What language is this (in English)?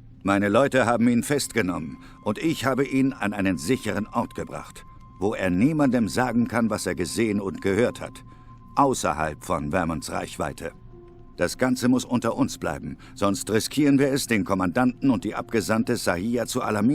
Swiss German